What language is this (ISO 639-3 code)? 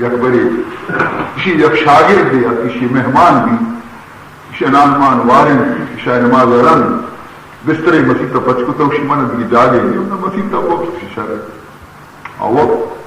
bal